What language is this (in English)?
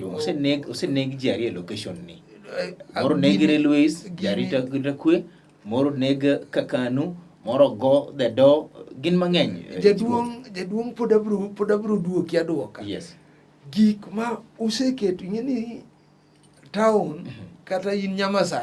Luo (Kenya and Tanzania)